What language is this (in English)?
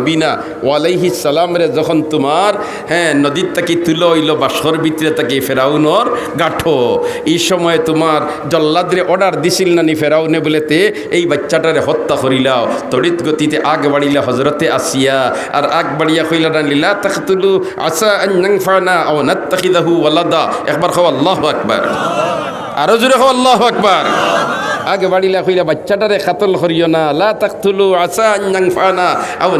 Sylheti